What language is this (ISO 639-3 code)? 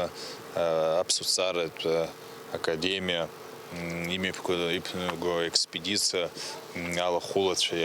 abk